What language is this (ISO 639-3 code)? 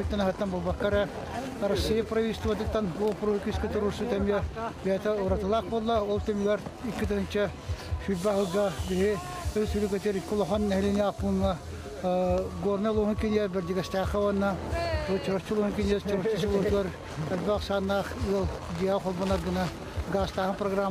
sah